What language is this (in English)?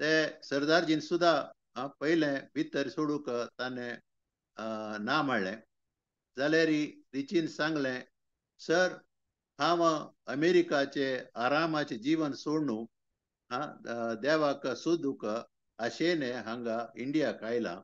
Konkani